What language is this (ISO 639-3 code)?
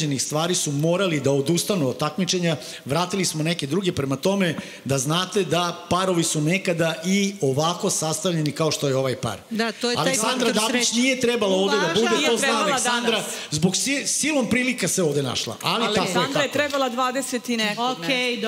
srp